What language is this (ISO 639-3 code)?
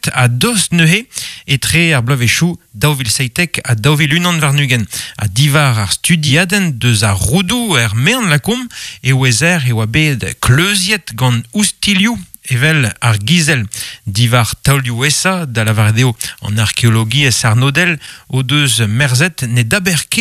bre